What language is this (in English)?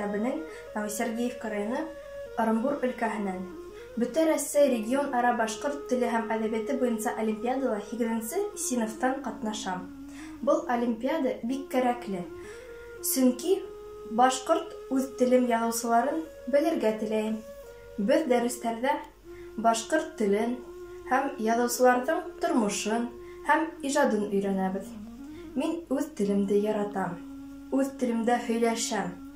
Bashkir